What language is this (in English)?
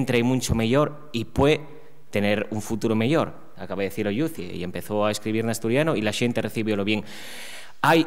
Asturian